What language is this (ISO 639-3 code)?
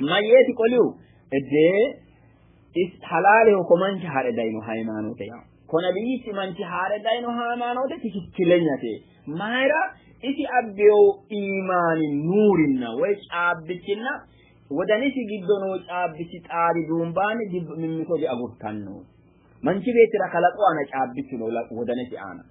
sid